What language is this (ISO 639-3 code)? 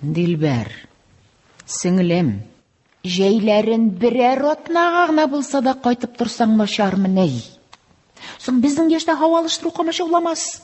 tat